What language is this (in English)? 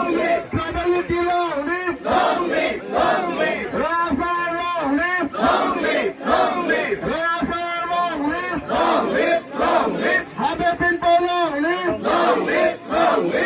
Karbi